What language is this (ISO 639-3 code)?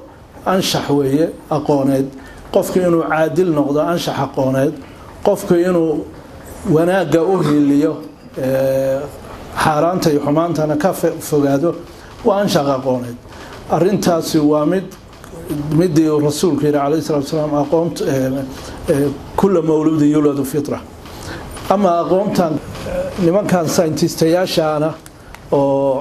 som